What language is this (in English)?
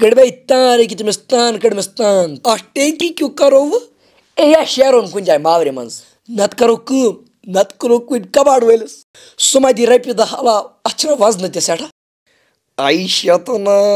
Kashmiri